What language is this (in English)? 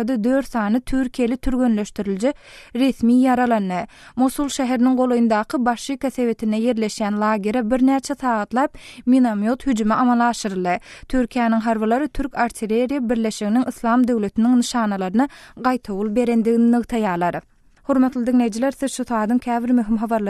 Turkmen